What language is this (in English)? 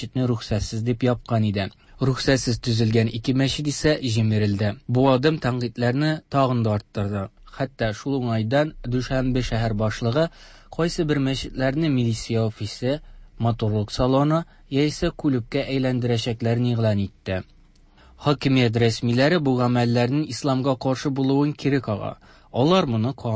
Tatar